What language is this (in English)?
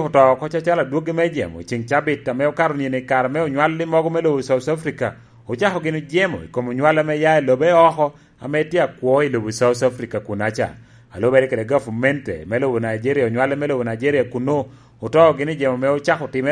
Lango (Uganda)